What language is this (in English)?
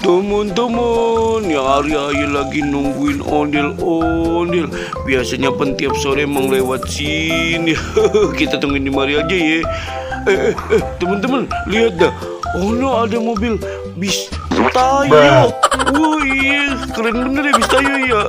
Betawi